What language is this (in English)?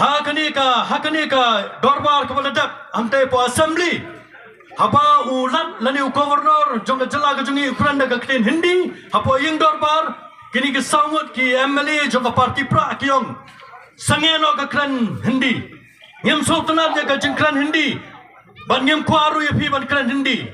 Khasi